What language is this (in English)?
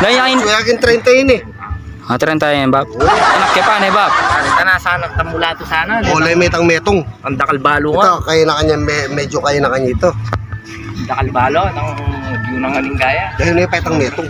Pampanga